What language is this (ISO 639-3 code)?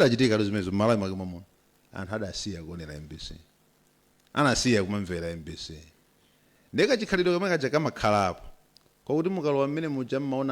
nya